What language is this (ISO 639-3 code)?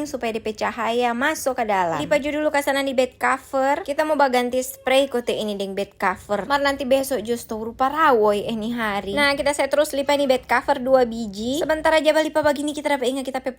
xmm